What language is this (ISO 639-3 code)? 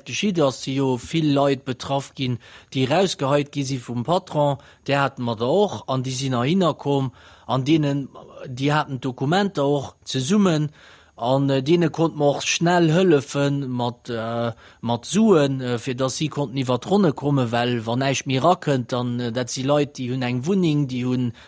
ltz